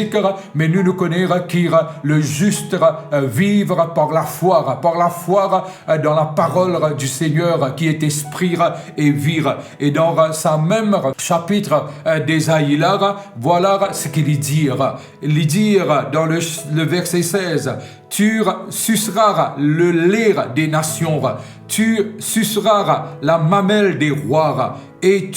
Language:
Morisyen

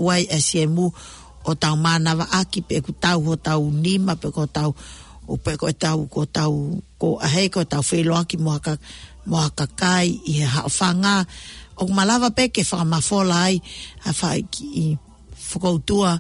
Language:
Tongan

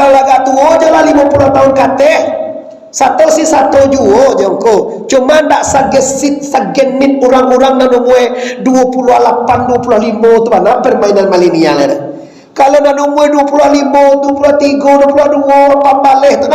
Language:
Minangkabau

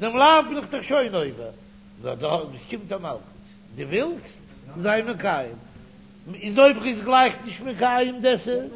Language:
Yiddish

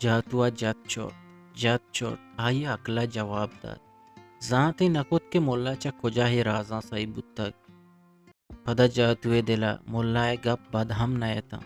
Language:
Eastern Balochi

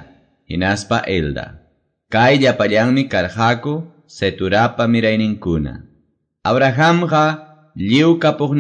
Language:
Quechua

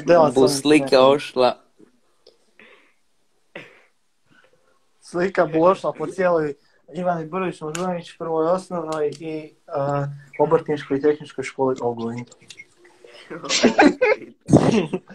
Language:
Croatian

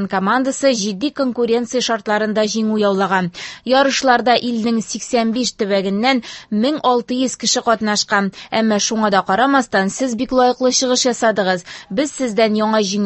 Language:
Tatar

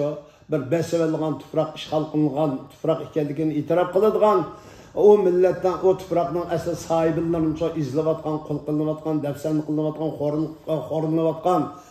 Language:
Uyghur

